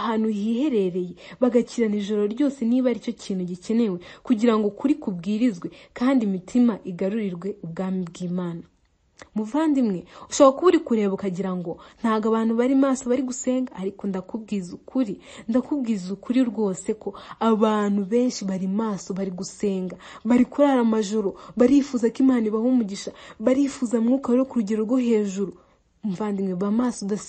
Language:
Kinyarwanda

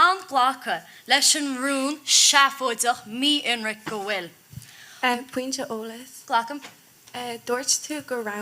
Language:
Irish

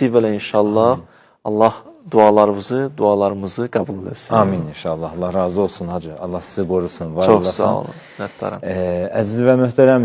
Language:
Azerbaijani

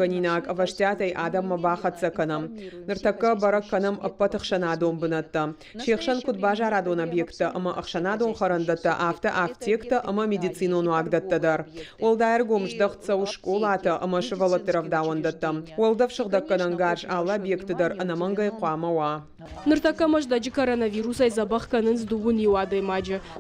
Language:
Ossetic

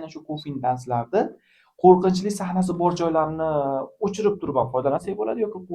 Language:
Uzbek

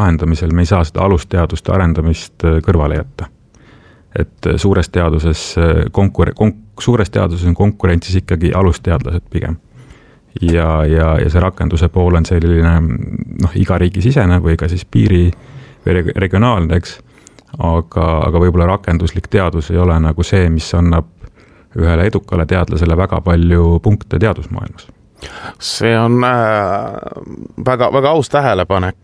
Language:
Estonian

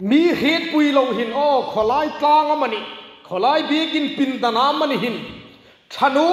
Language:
Hmar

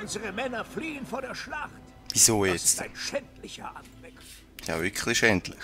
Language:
Swiss German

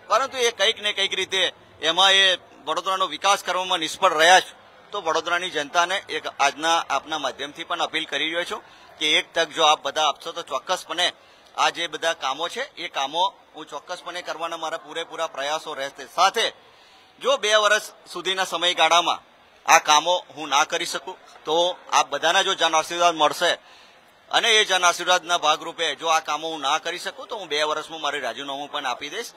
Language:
Gujarati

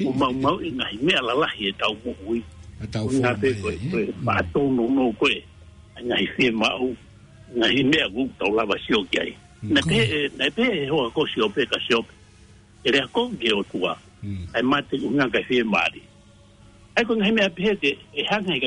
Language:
Tongan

